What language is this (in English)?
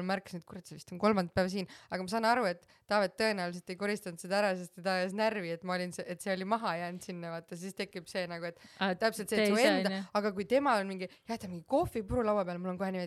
Estonian